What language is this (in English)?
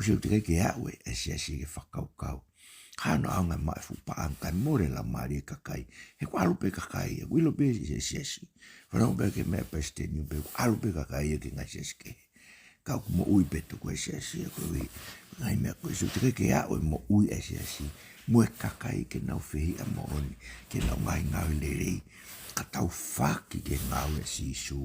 Tongan